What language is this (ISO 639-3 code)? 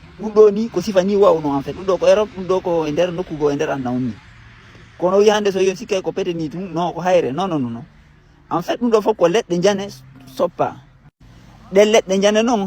ful